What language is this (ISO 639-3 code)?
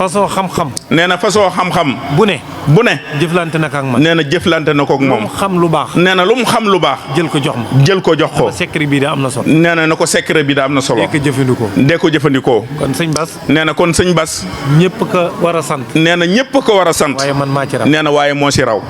wol